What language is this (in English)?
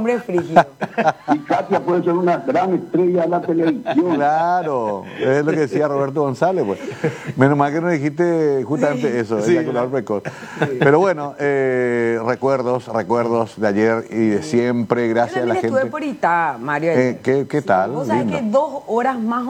Spanish